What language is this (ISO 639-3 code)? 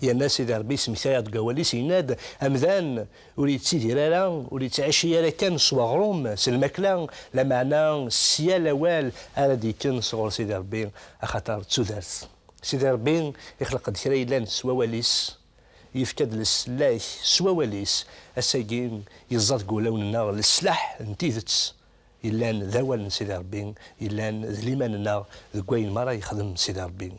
kab